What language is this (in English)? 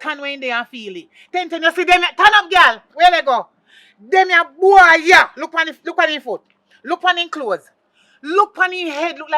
Jamaican Creole English